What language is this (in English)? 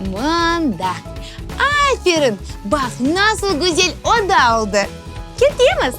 Crimean Tatar